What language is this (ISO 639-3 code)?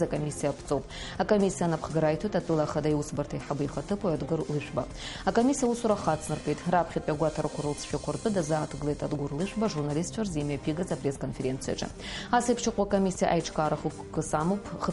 abk